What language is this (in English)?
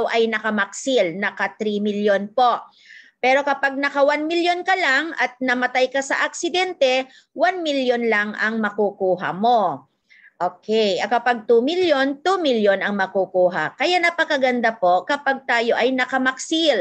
Filipino